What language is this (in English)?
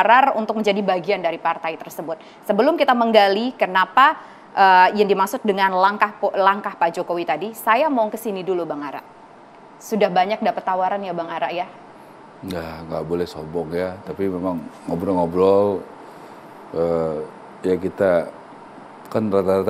Indonesian